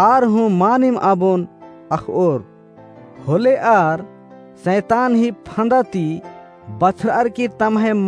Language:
Kurukh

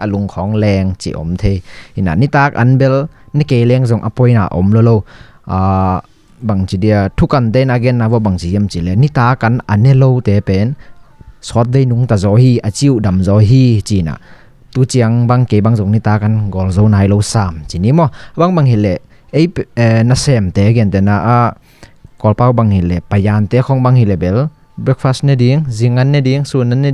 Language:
Tedim Chin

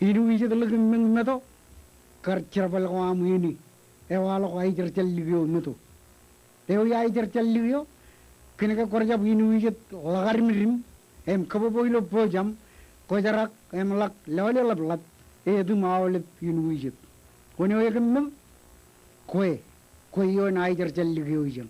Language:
Marshallese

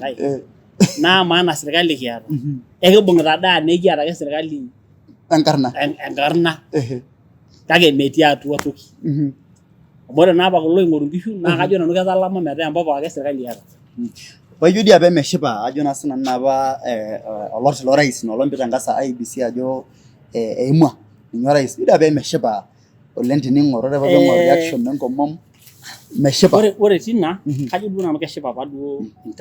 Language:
Masai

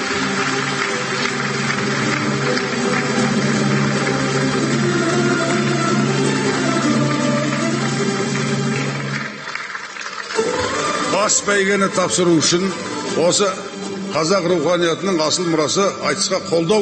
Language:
Kazakh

